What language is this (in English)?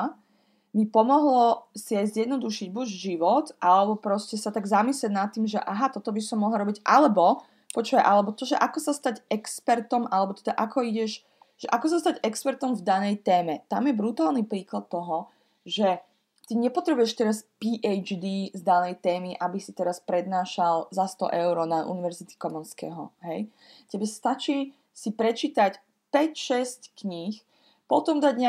Slovak